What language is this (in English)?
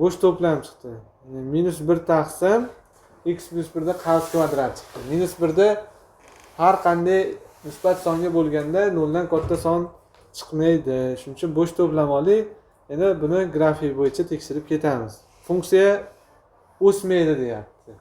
Uzbek